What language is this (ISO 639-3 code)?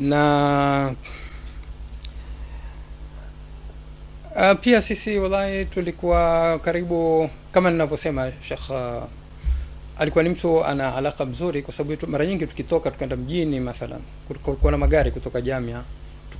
swa